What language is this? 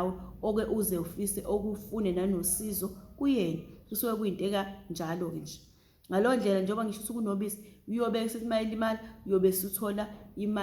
Zulu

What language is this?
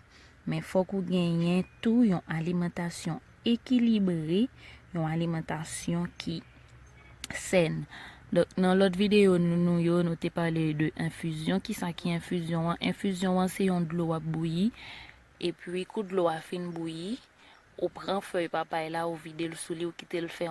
Haitian Creole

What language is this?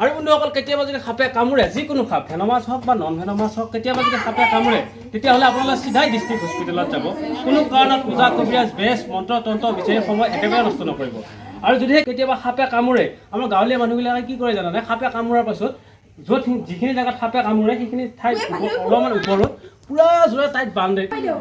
Assamese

